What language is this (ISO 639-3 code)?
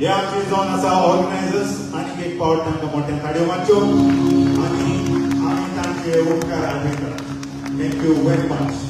kok